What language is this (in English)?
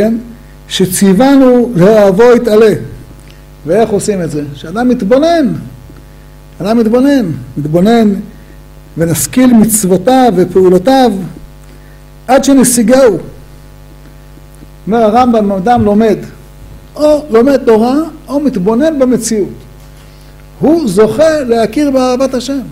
Hebrew